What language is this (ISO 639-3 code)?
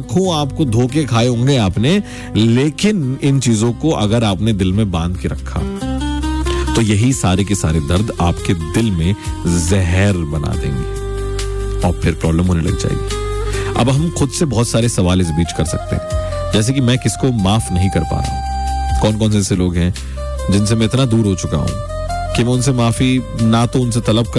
hin